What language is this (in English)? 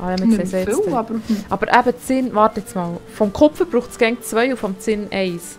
Swiss German